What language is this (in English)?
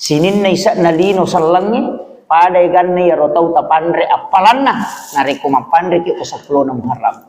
Buginese